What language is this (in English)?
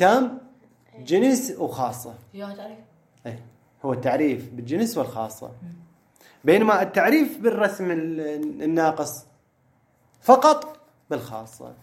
Mesopotamian Arabic